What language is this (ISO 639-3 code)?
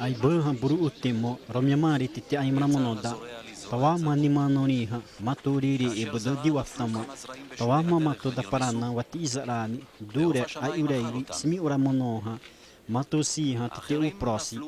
xav